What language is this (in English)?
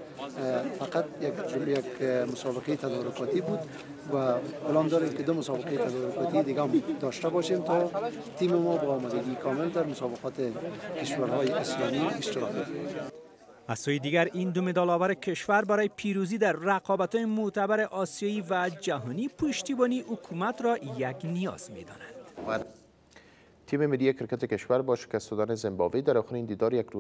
Persian